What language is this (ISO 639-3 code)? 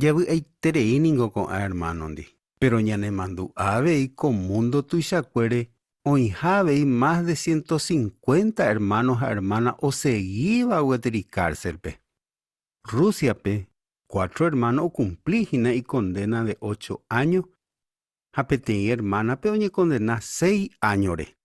grn